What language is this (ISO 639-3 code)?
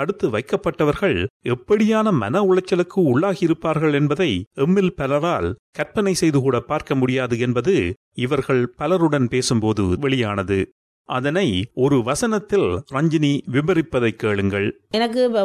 tam